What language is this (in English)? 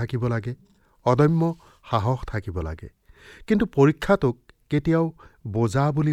Assamese